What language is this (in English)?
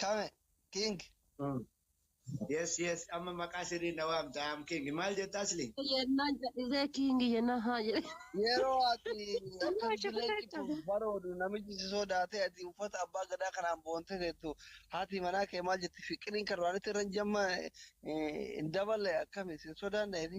Oromo